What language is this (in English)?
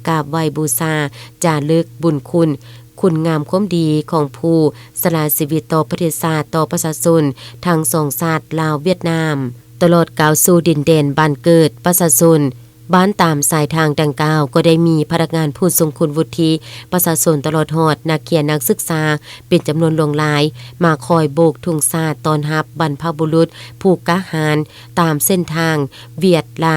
Lao